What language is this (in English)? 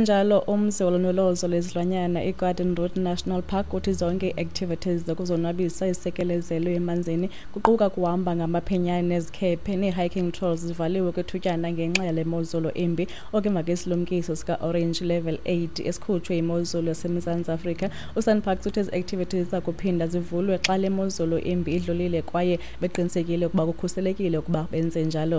Xhosa